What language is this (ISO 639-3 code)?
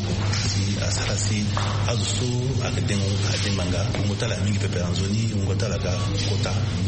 sag